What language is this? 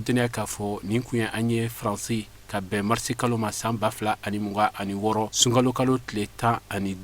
Bambara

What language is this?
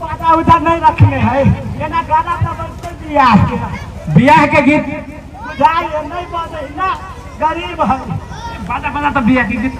Maithili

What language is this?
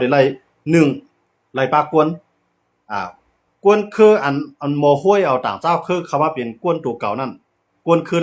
Shan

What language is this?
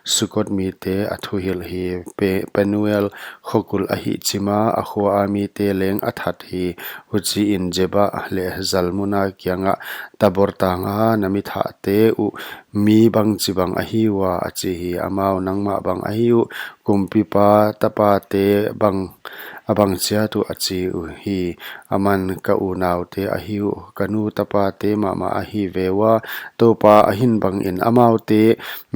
Paite Chin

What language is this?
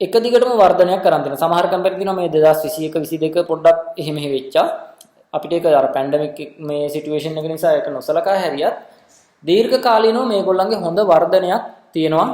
Sinhala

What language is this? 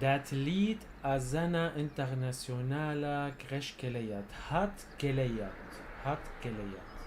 North Levantine Arabic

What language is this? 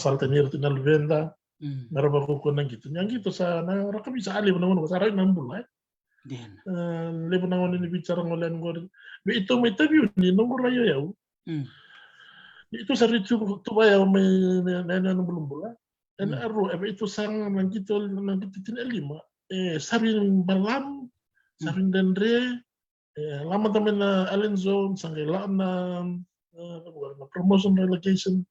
Fijian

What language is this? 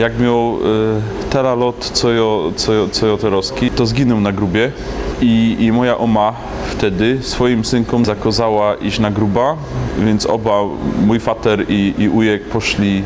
Silesian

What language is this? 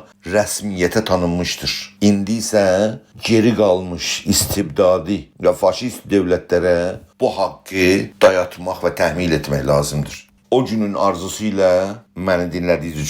South Azerbaijani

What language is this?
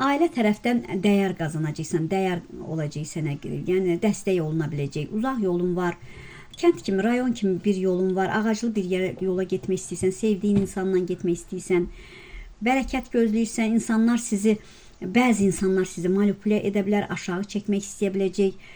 Azerbaijani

